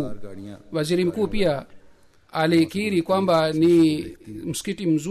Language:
Swahili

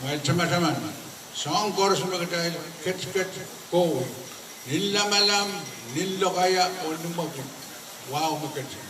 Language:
Pohnpeian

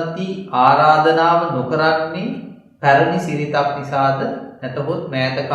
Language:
Sinhala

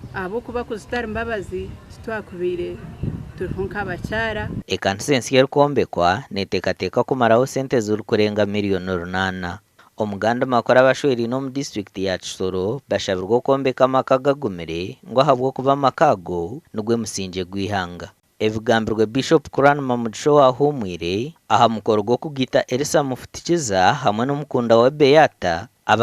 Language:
Nyankole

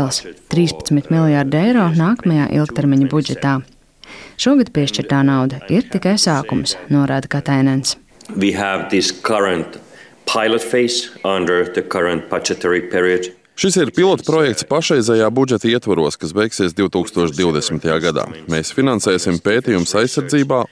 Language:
Latvian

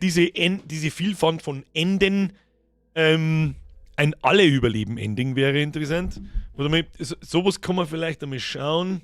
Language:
Bavarian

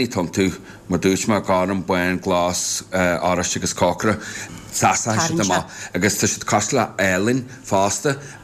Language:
Irish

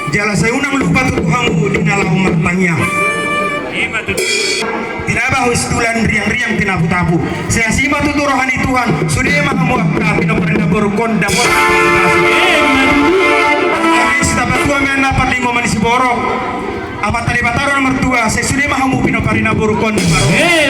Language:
Batak Toba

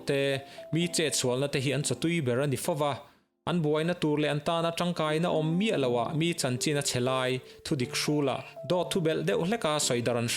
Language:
Mizo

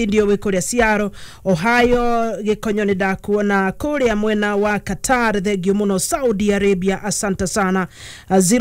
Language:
Kikuyu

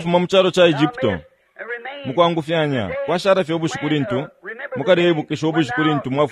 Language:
Bemba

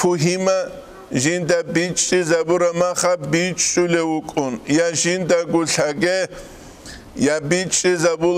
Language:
Avaric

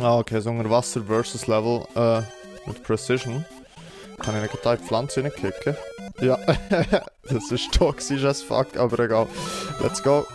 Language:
Swiss German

